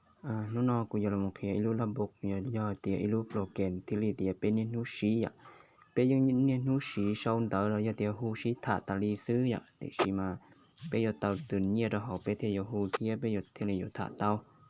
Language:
Hmong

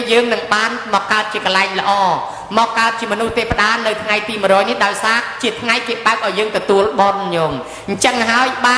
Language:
Khmer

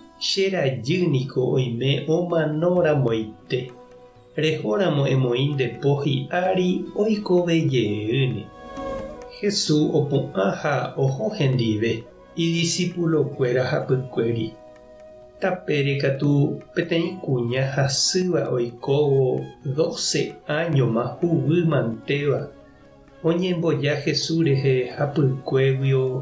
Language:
Guarani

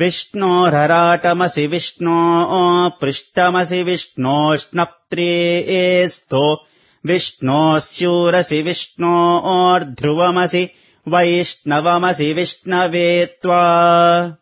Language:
Sanskrit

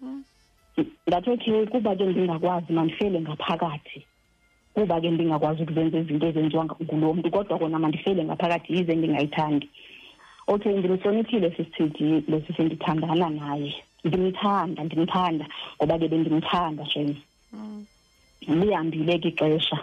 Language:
Xhosa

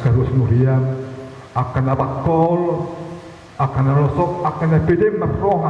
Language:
Batak Toba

